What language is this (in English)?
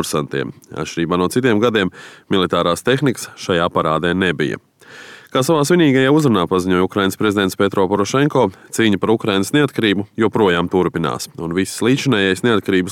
Latvian